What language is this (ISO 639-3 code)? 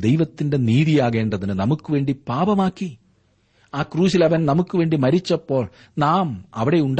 mal